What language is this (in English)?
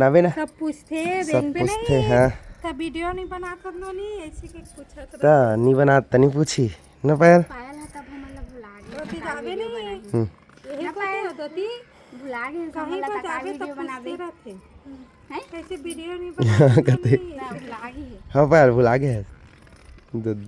Chhattisgarhi